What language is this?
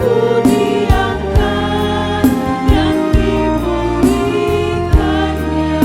Batak Simalungun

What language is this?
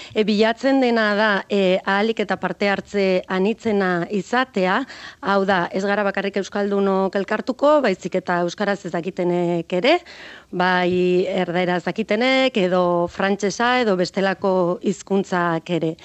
Basque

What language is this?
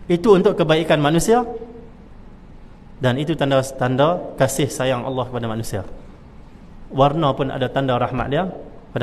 Malay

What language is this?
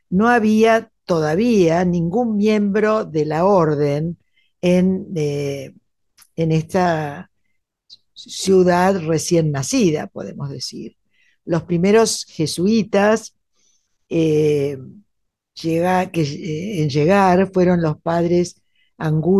Spanish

